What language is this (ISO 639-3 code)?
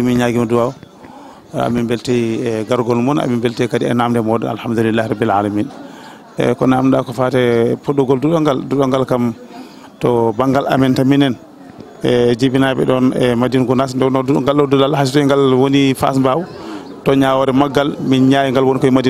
ful